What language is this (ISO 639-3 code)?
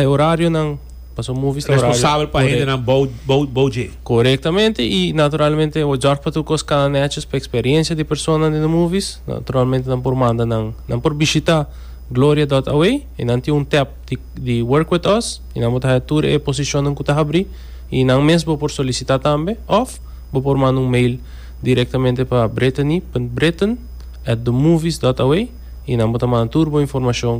pap